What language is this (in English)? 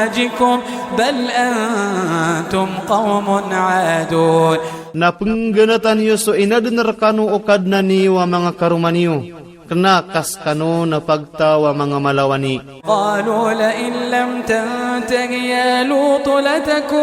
Iranun (Philippines)